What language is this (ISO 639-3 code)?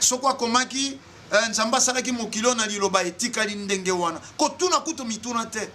lin